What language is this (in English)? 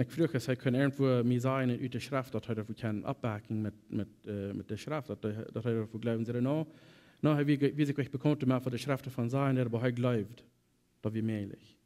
Plautdietsch